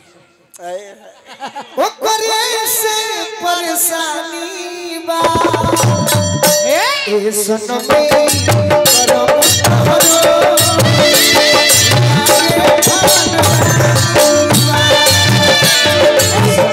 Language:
Bhojpuri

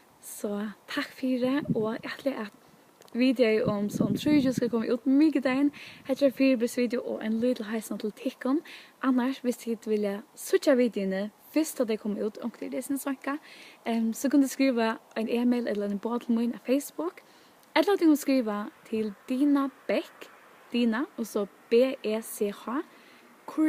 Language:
Faroese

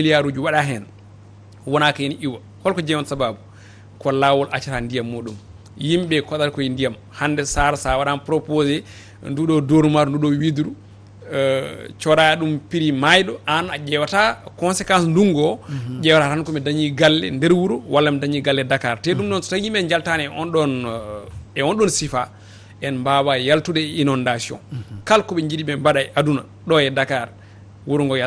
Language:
Fula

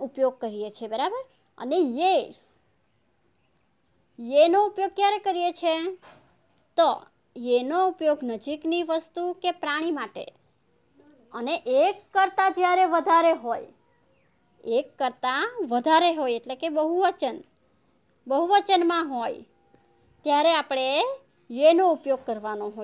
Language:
Gujarati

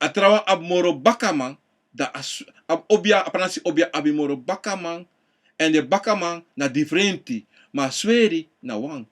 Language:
Sranan Tongo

